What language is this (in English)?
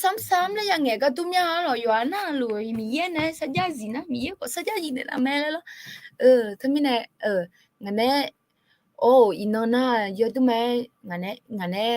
Akha